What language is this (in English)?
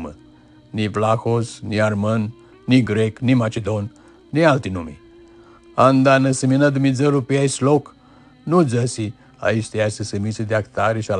Aromanian